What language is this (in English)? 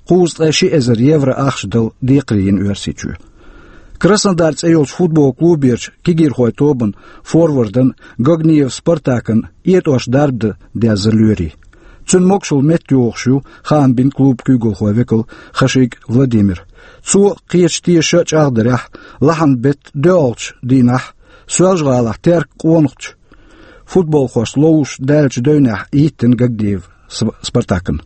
Chechen